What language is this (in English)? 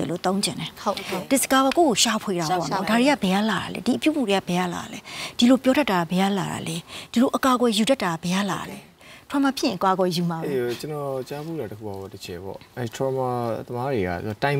Burmese